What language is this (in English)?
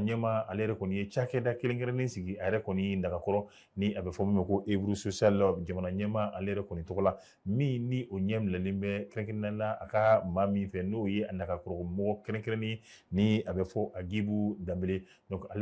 Bambara